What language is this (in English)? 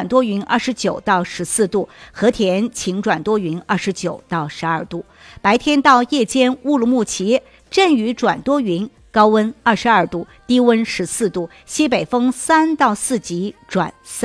Chinese